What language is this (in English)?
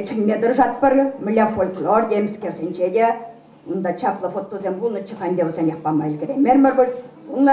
Chuvash